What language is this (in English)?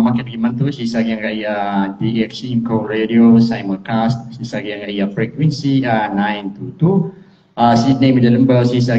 Maranao